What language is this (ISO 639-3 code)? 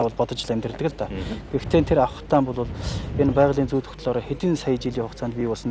mon